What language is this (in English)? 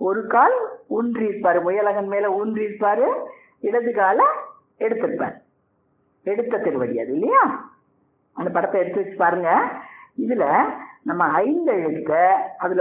Tamil